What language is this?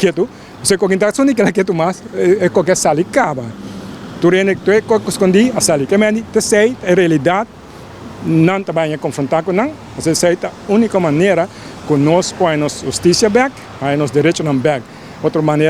Papiamento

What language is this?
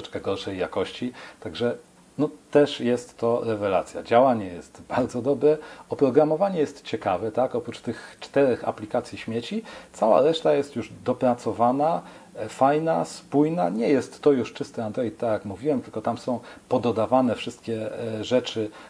Polish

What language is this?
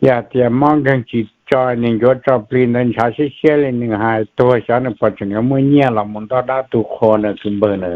Hmong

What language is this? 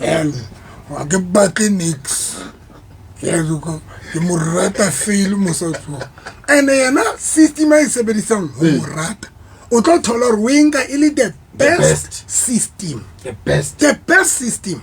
Southern Sotho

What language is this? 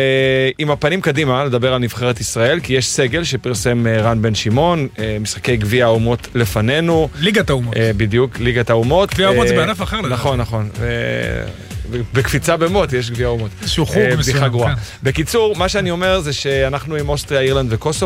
Hebrew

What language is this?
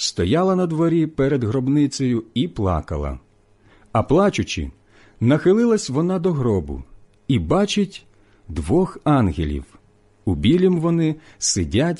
Ukrainian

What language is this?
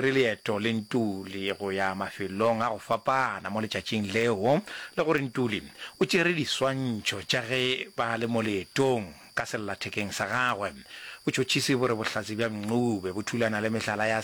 Northern Sotho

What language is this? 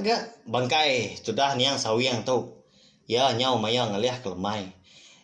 Iban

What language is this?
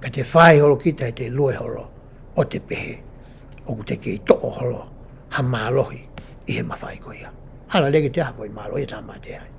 Tongan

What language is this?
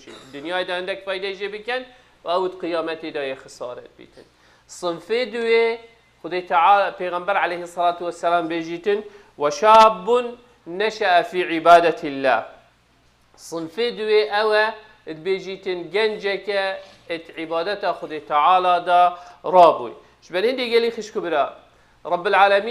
Kurdish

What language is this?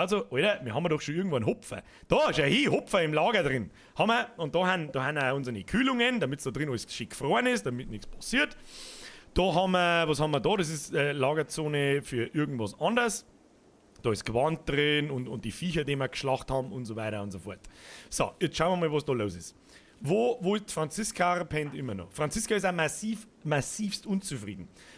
Bavarian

